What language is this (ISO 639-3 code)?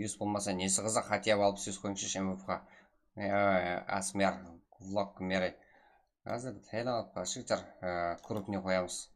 kaa